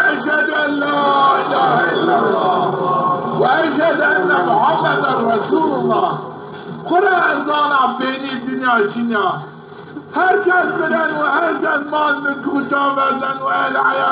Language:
Zaza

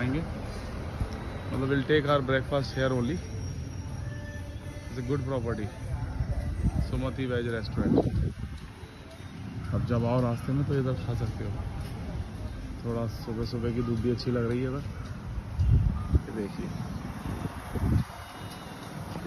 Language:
Hindi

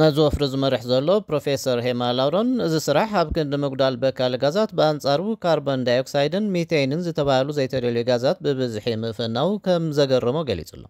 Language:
Tigrinya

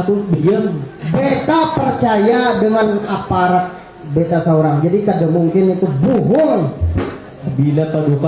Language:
Banjar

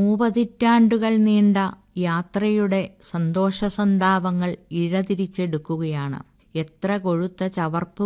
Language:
Malayalam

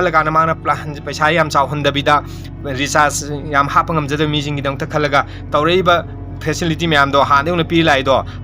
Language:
Manipuri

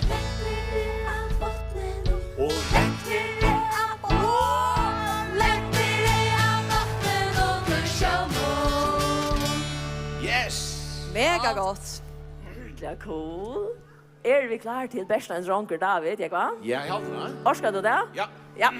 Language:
Faroese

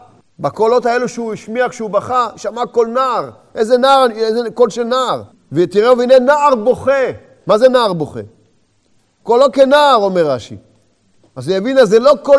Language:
Hebrew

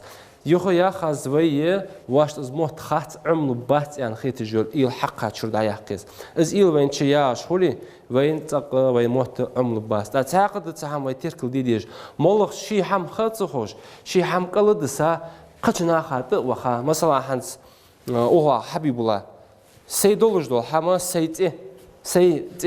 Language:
Ingush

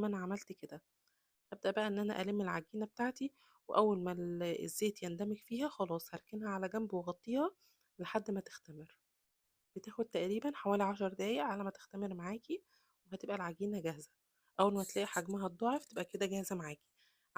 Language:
Egyptian Arabic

